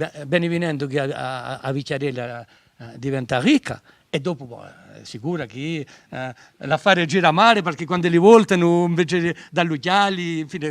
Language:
Corsican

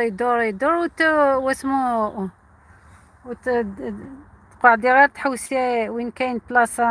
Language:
Algerian Arabic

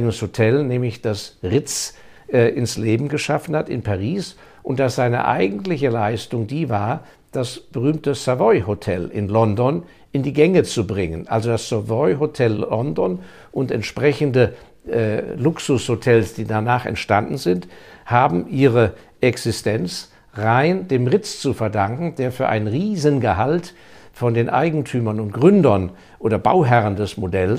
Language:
German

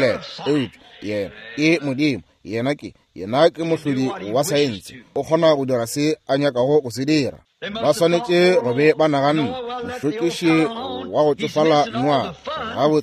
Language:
Northern Sotho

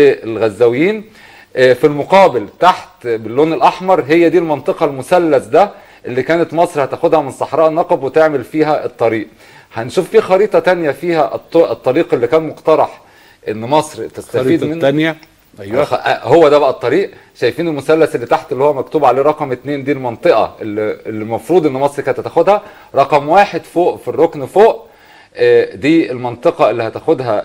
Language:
Egyptian Arabic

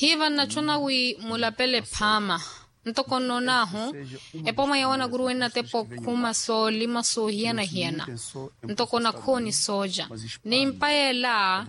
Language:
Makhuwa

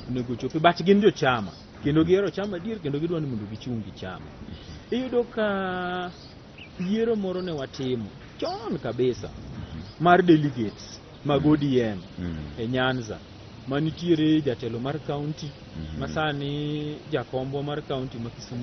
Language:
Luo (Kenya and Tanzania)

